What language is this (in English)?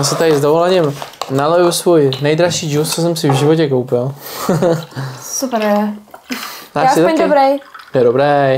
Czech